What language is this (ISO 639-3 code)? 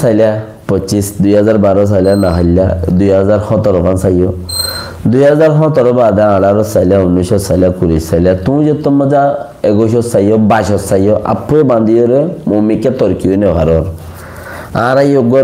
rhg